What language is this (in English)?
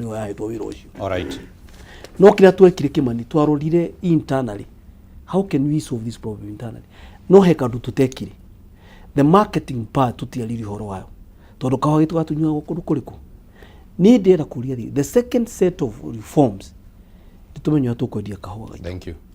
Kikuyu